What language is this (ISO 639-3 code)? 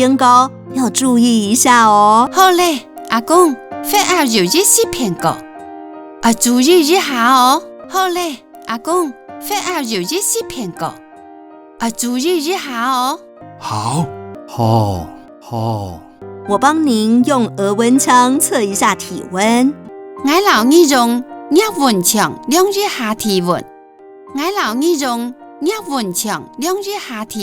hak